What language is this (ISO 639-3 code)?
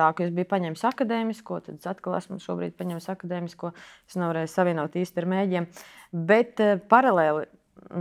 lav